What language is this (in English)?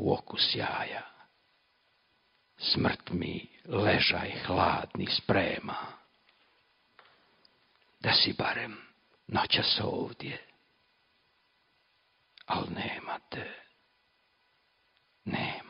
Croatian